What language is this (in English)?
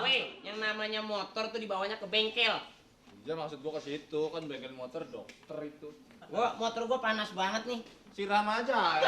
Betawi